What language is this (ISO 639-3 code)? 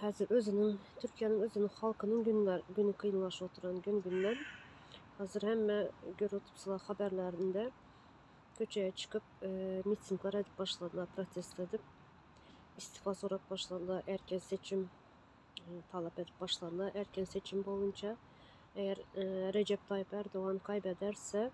tuk